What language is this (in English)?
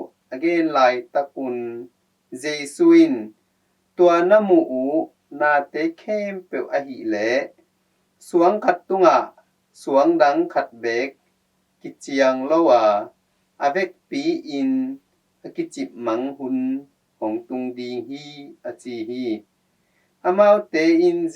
Tedim Chin